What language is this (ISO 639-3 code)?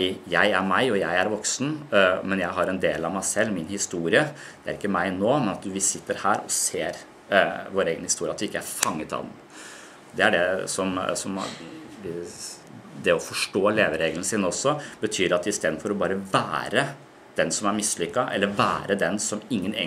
nor